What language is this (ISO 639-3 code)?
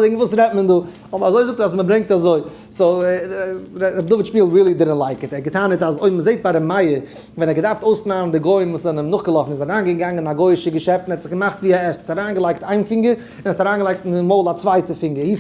yid